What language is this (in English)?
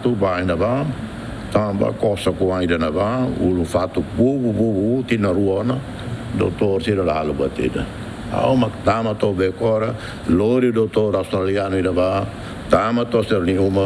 Tetum